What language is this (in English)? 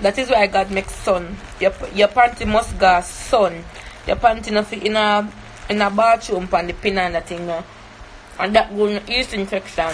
Jamaican Creole English